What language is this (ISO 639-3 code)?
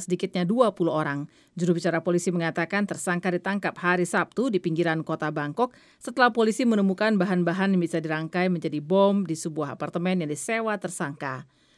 ind